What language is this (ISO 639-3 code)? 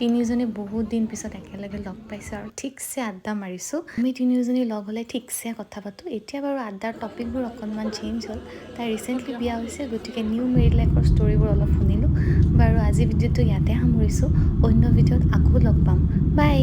asm